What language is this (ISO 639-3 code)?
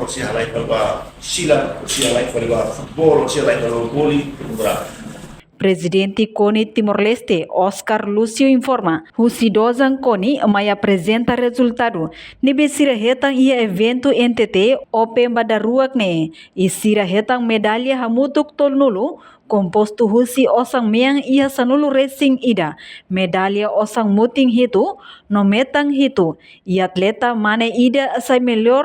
tet